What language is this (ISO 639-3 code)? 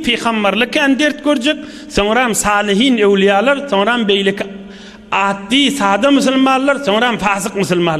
tuk